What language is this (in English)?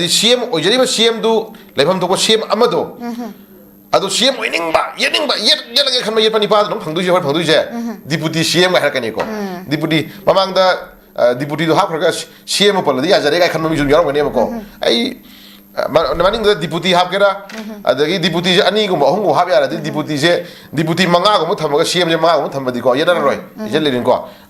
Manipuri